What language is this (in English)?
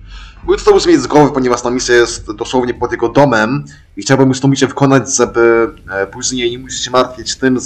Polish